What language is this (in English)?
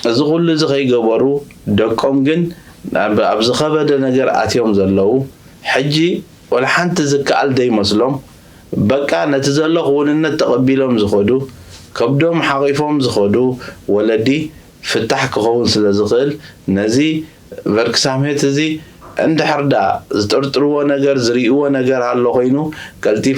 Tigrinya